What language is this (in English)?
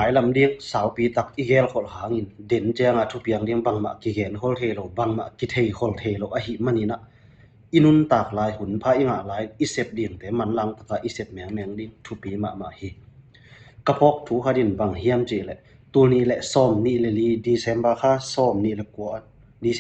Tedim Chin